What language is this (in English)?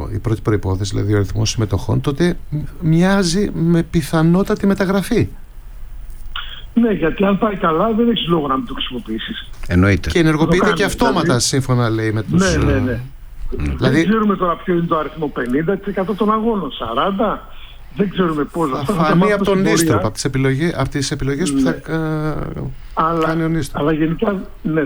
Greek